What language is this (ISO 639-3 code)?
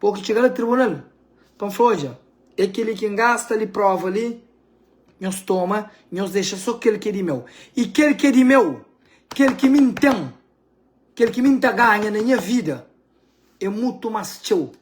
kea